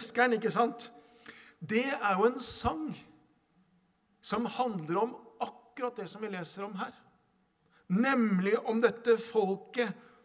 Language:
Norwegian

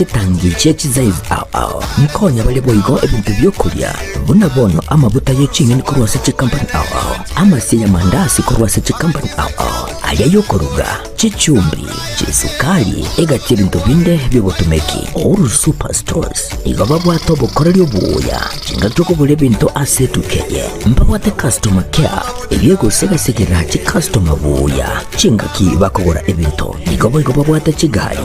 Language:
Gusii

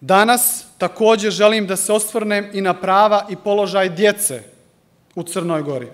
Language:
Serbian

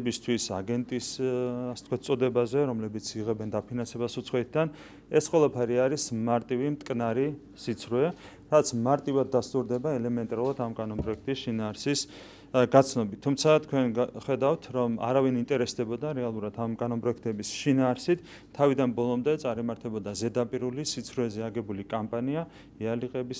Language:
Georgian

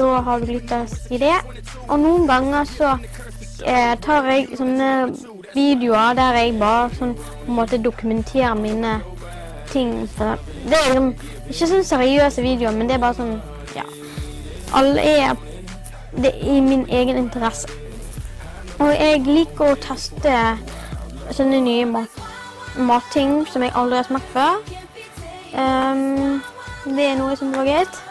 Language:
Norwegian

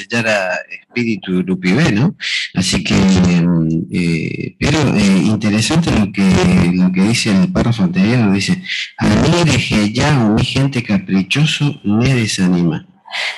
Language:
Guarani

